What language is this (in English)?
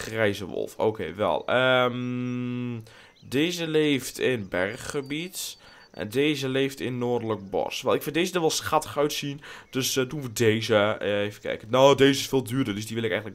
Dutch